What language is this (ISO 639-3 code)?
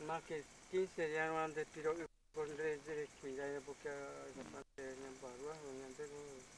grn